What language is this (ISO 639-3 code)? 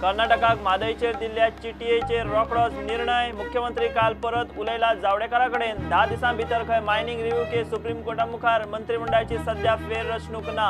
kok